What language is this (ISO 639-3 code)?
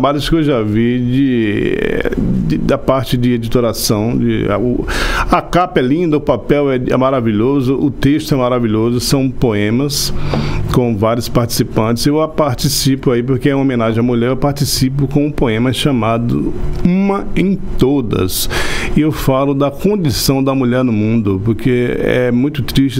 por